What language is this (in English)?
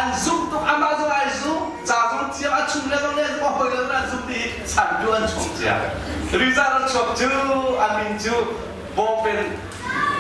Hakha Chin